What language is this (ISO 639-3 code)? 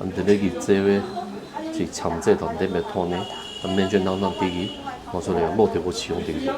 bod